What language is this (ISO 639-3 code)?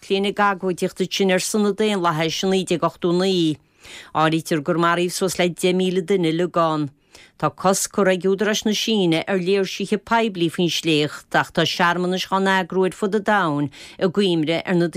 gle